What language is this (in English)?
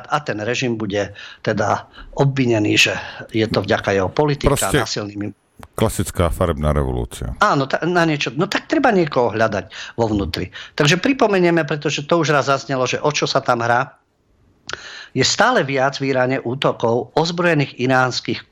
Slovak